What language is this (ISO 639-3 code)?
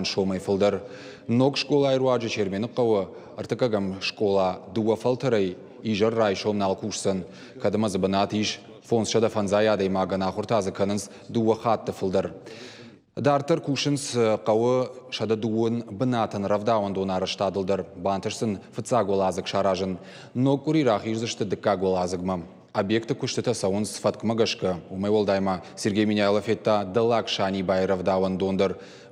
oss